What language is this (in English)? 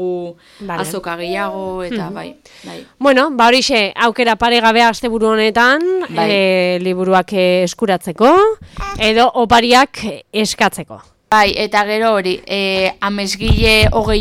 Basque